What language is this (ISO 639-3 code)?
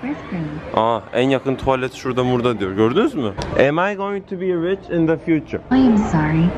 tur